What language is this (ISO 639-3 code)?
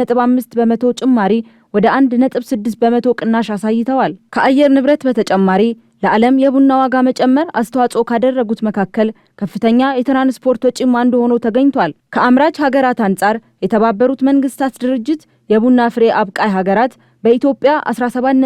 amh